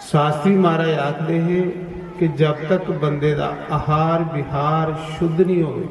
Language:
Dogri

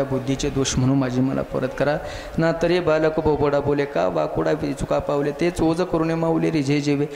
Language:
Marathi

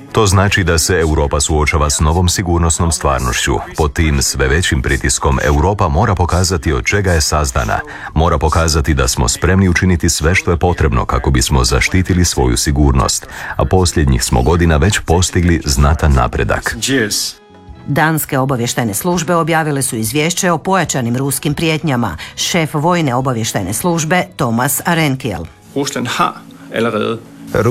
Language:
Croatian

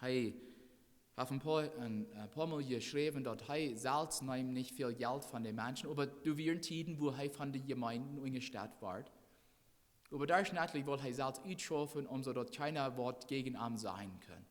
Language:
Plautdietsch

